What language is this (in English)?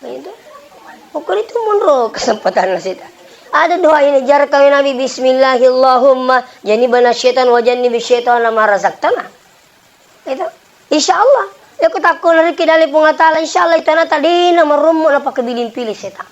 Buginese